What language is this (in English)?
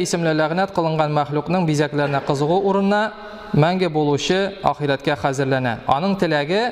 Tatar